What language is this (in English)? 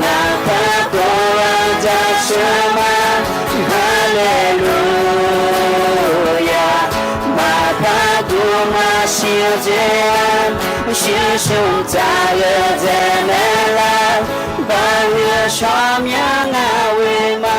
Akha